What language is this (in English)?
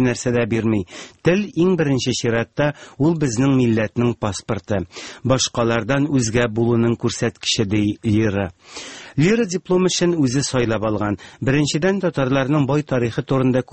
Tatar